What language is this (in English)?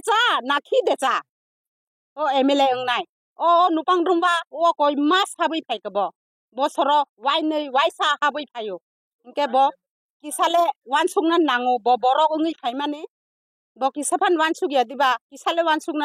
Kok Borok